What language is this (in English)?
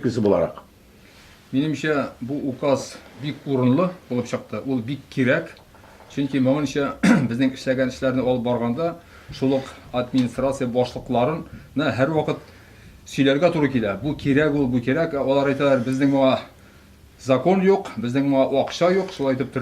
Tatar